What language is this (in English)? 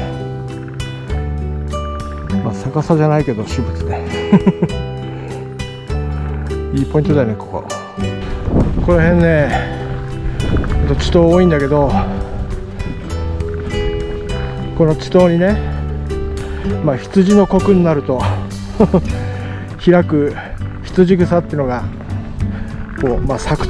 Japanese